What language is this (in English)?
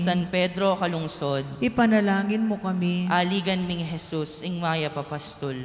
Pampanga